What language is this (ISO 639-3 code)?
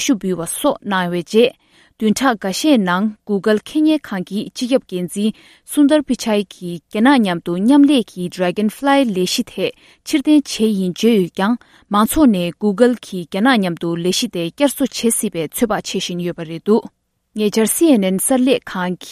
bod